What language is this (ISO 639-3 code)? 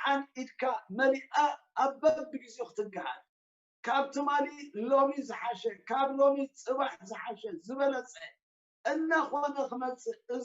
tir